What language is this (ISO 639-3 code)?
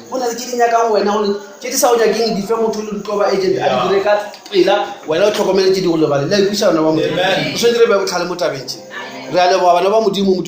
nso